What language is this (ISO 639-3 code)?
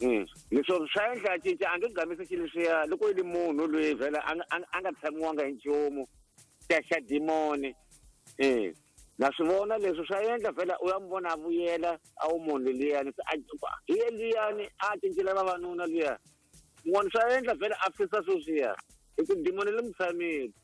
tso